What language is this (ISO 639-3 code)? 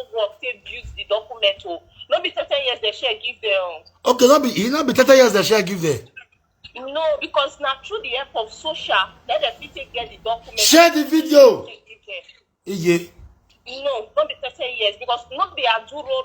pcm